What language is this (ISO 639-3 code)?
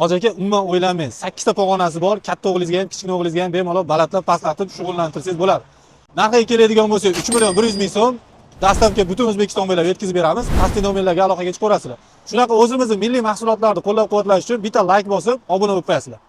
uzb